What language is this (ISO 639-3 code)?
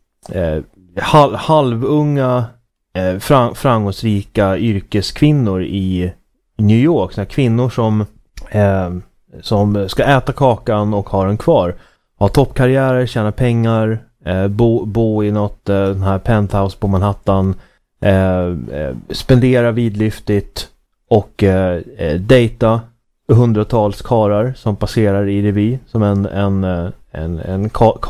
swe